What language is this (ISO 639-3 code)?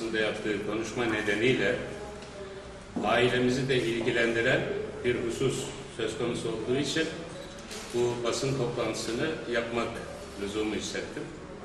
tur